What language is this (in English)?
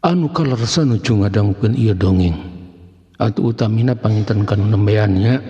Sundanese